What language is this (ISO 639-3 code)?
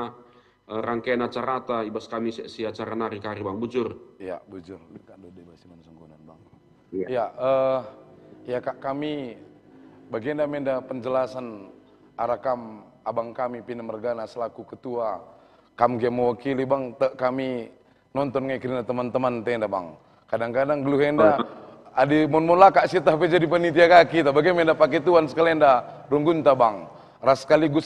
btx